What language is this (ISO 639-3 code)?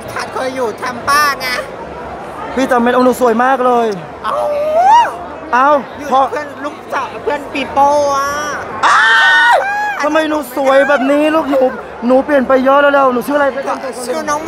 tha